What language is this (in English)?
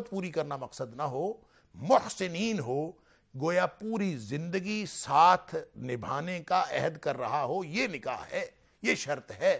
Urdu